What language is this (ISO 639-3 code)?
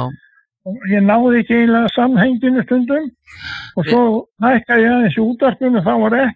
isl